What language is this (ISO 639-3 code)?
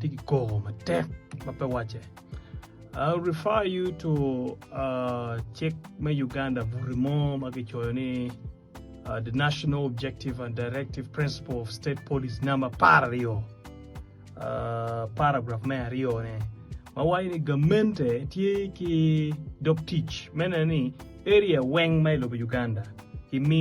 ach